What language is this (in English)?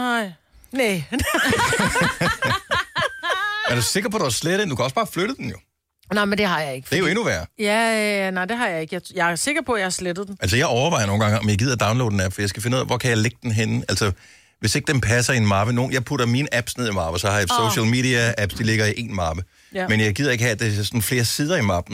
Danish